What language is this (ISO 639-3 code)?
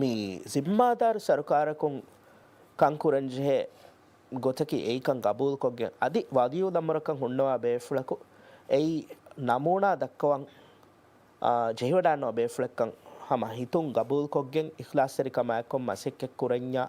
div